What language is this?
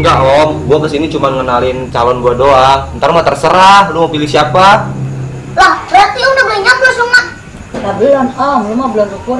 Betawi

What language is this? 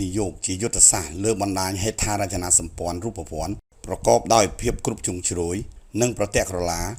Khmer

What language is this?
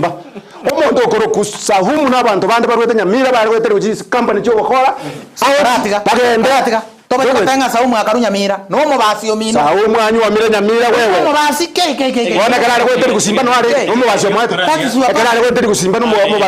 Gusii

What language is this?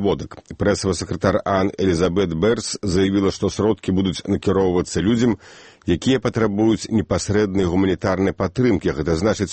Belarusian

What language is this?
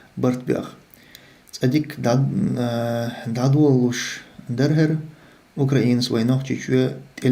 Chechen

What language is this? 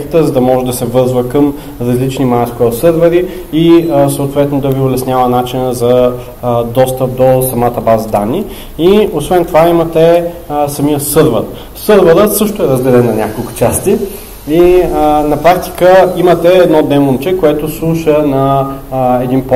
Bulgarian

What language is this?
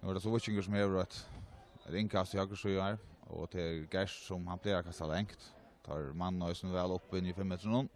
Faroese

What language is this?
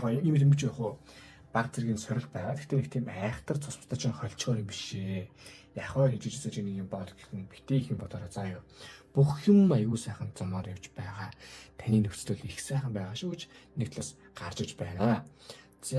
Mongolian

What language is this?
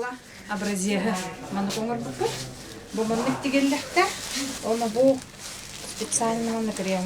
Yakut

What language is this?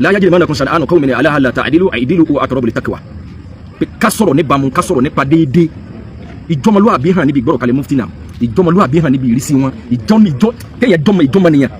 Yoruba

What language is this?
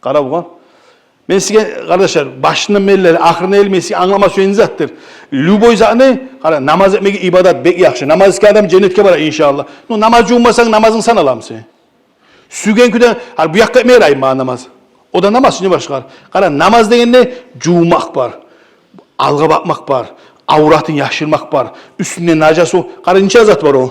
Kumyk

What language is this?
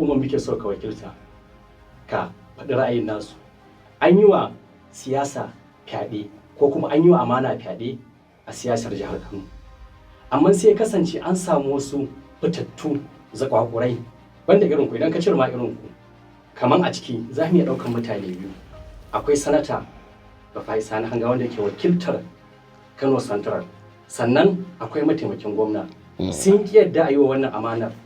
Hausa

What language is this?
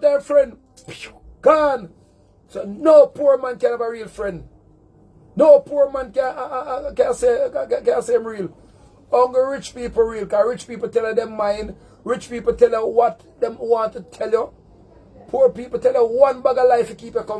Jamaican Creole English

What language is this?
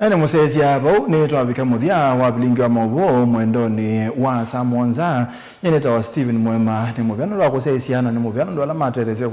Kamba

